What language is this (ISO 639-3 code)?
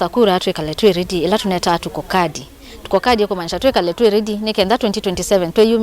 kam